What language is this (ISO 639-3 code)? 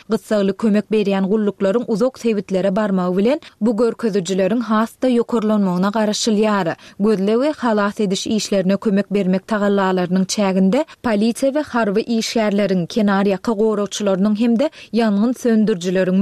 tuk